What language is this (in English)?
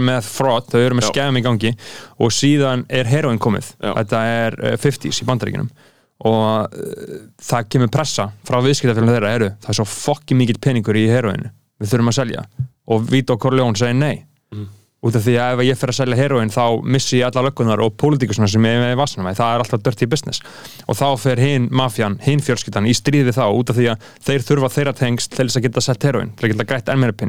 Icelandic